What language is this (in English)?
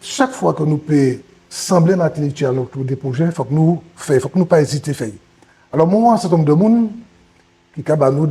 Guadeloupean Creole French